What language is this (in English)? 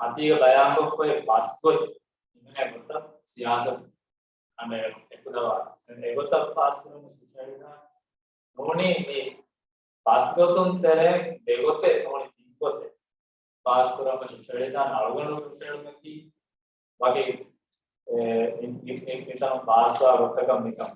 Divehi